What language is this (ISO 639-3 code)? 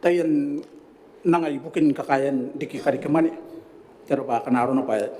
gil